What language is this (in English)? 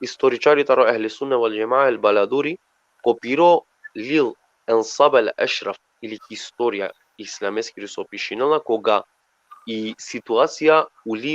Balkan Romani